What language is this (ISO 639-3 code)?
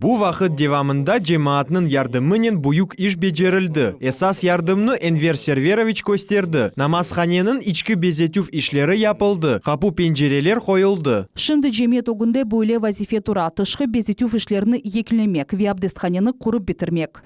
crh